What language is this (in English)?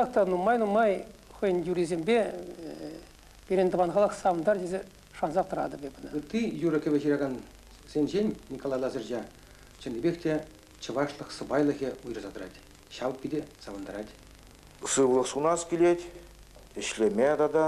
Chuvash